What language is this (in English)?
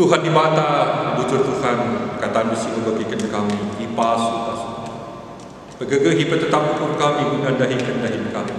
Batak Karo